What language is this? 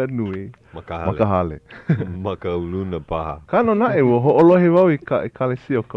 Hawaiian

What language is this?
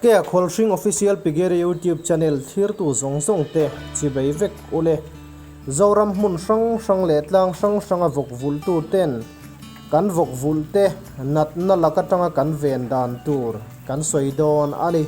Mizo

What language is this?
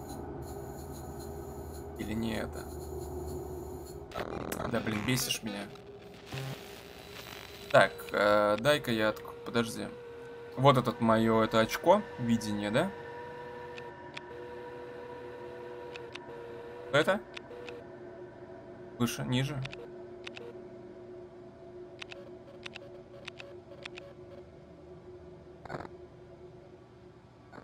Russian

